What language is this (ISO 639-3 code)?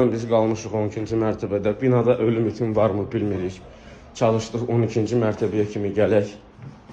aze